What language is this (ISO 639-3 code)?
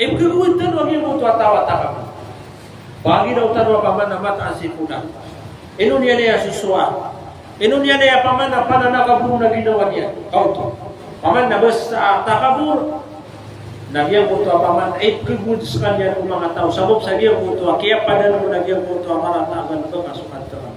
mrw